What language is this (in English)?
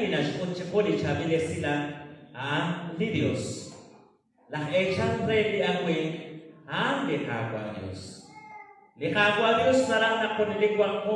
Kekchí